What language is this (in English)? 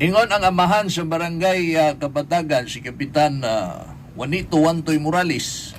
Cebuano